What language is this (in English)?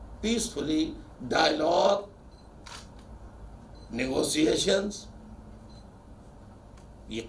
Urdu